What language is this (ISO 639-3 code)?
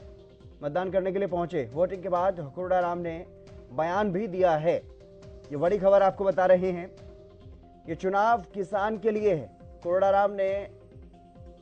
hin